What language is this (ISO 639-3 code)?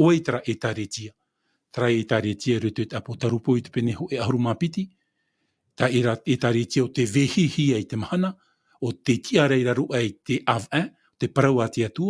tah